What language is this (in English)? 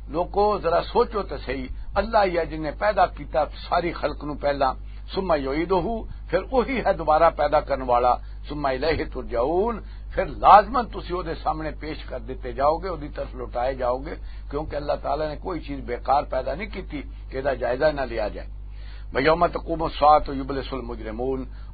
Western Panjabi